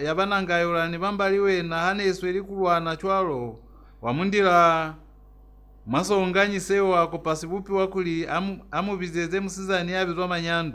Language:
Lozi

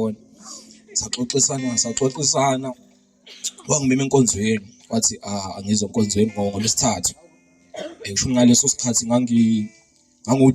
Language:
Zulu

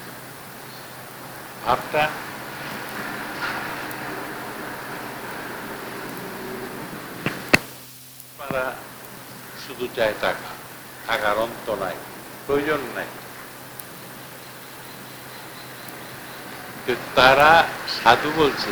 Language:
Bangla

